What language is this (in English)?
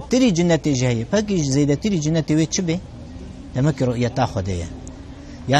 Kurdish